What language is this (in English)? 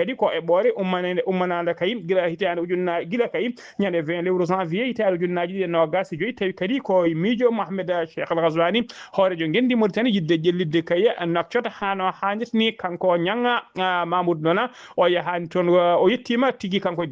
Fula